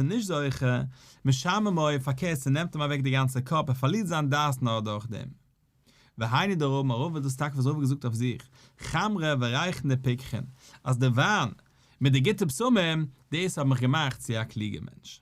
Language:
Yiddish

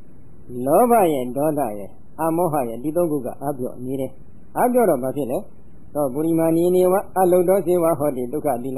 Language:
Burmese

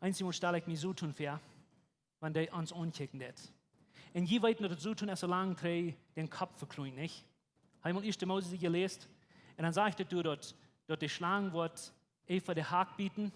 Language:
Plautdietsch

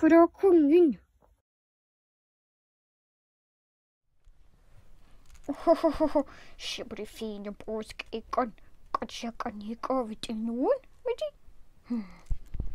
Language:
Norwegian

